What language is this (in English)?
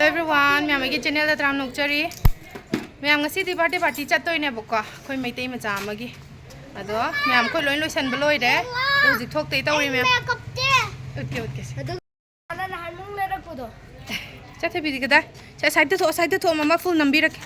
Manipuri